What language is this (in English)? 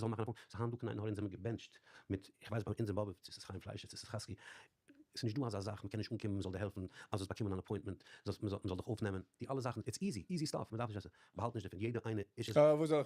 Yiddish